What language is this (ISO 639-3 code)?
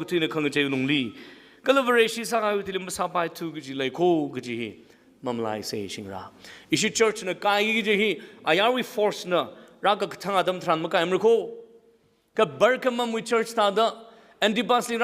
nmf